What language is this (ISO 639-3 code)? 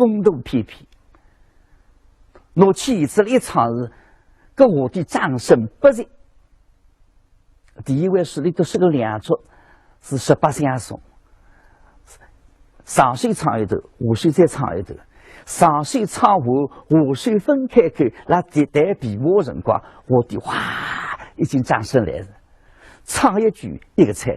wuu